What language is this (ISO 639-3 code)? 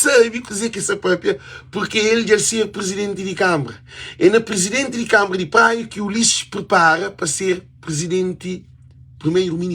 kea